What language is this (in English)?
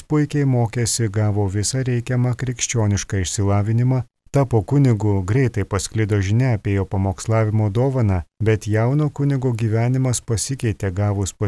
Lithuanian